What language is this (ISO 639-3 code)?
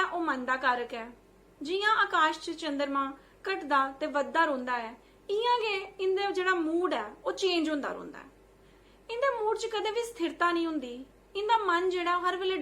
doi